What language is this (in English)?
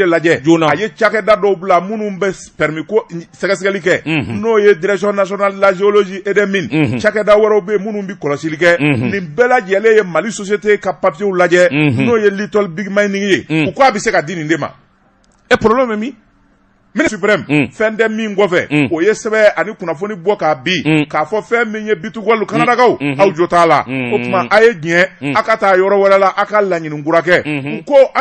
Bambara